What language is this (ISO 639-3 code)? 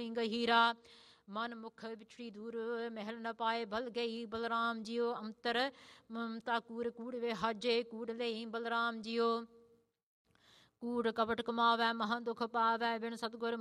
pan